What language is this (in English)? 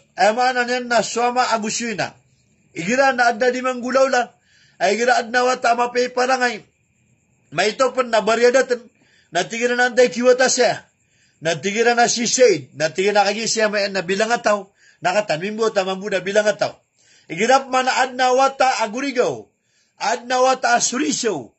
Maranao